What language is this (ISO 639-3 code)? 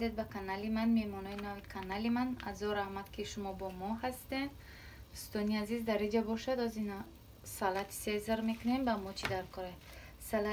tgk